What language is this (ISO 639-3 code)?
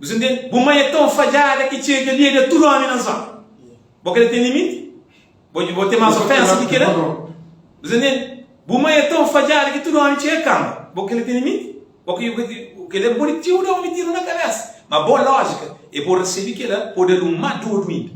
kea